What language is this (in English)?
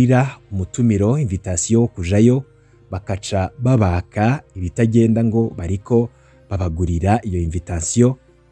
Rundi